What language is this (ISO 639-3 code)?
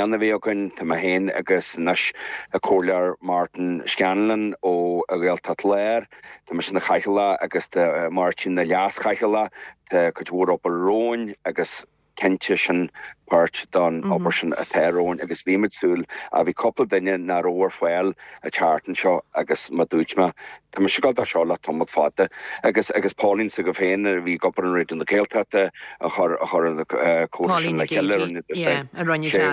gle